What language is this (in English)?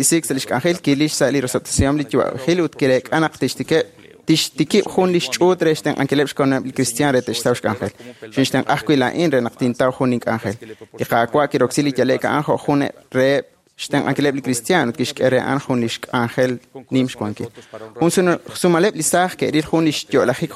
Kekchí